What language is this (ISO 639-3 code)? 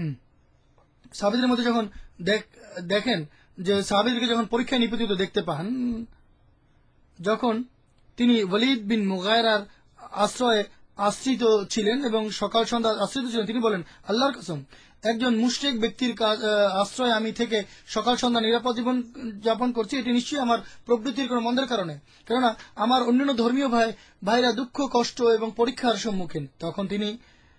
ben